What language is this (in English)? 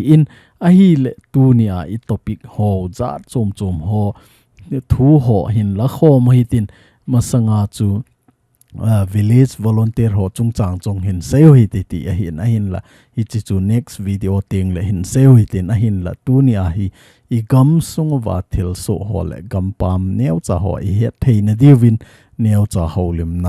Thado Chin